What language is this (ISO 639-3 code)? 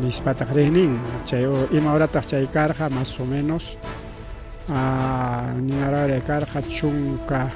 quy